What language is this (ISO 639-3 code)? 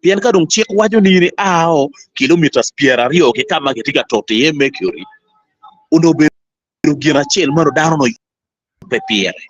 ach